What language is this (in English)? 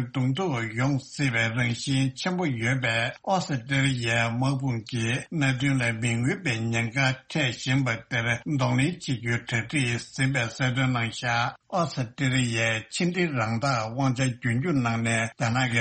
Tibetan